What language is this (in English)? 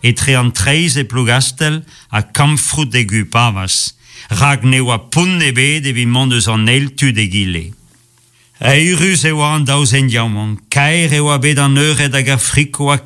Breton